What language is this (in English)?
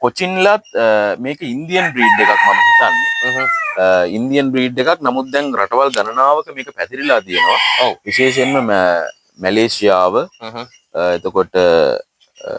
Sinhala